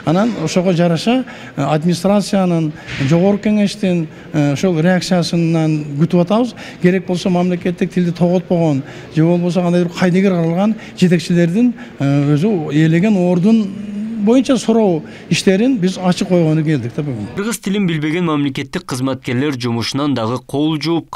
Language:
Kyrgyz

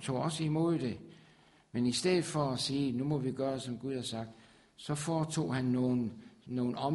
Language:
Danish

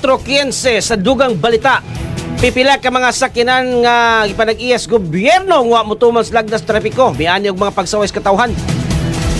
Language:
Cebuano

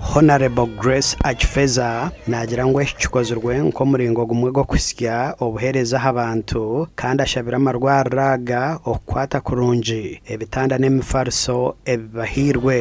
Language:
Nyankole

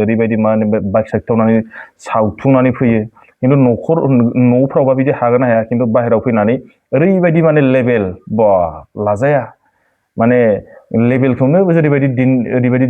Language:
Bodo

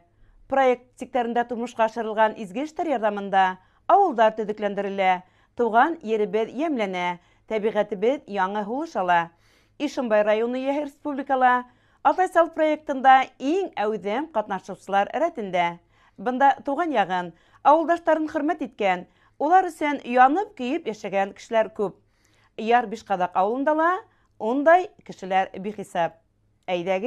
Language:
Bashkir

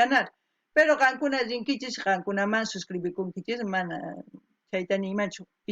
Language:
South Bolivian Quechua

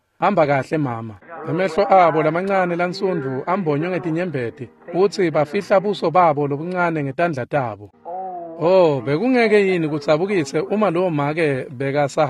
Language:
Swati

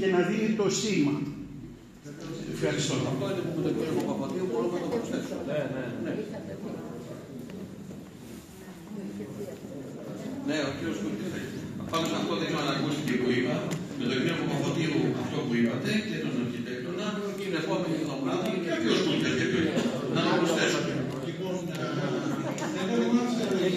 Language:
Greek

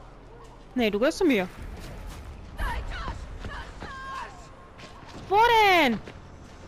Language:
German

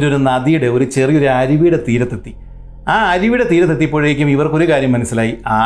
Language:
Malayalam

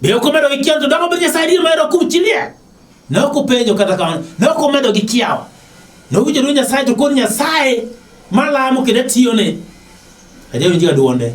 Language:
Luo (Kenya and Tanzania)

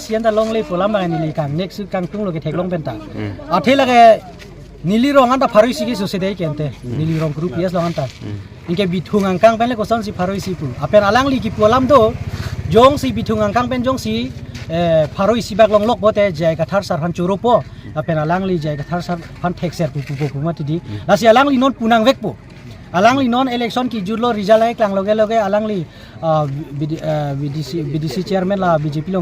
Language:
Karbi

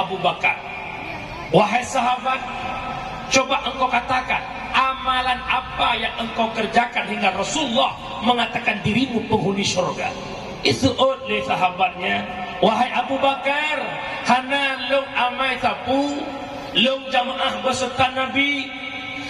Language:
Achinese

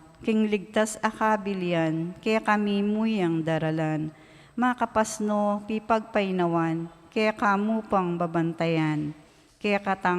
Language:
Pampanga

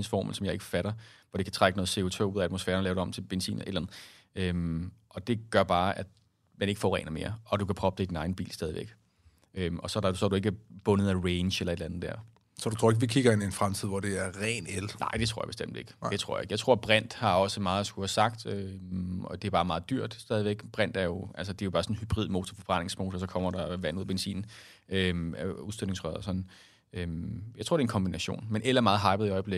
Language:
Danish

